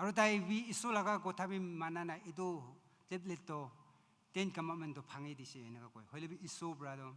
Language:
Naga Pidgin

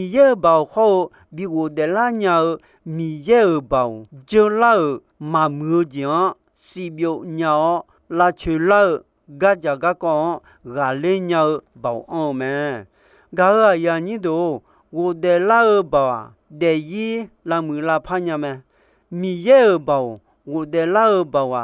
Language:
Akha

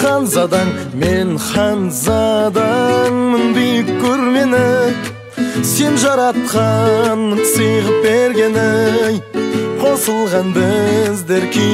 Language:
Kazakh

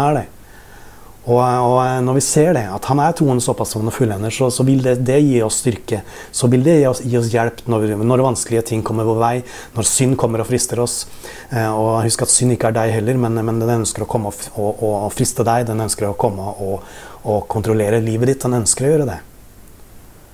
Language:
Norwegian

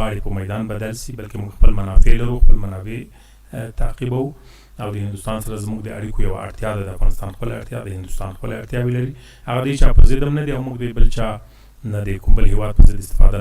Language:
Pashto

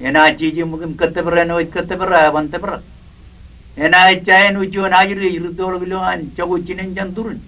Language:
Marshallese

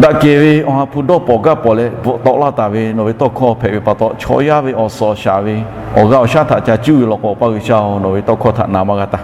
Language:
Lahu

